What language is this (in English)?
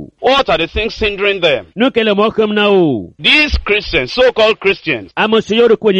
Ewe